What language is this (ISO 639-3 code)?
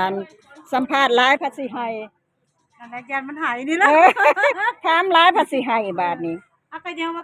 tts